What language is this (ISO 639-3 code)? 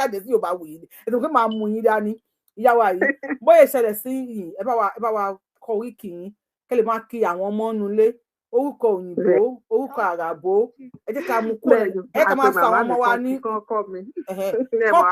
yor